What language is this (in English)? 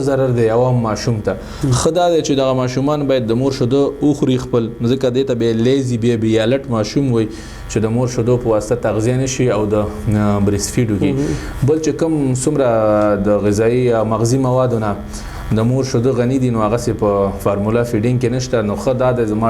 Pashto